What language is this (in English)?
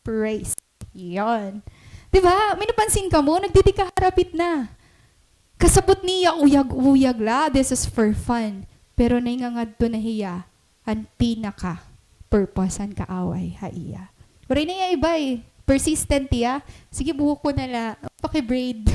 Waray